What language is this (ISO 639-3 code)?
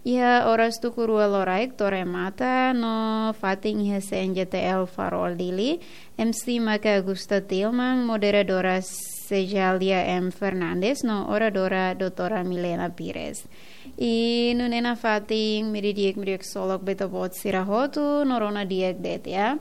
tet